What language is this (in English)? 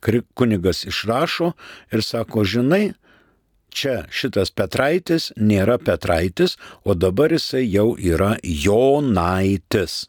Lithuanian